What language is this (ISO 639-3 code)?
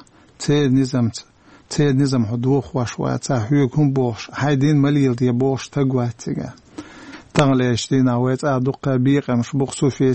che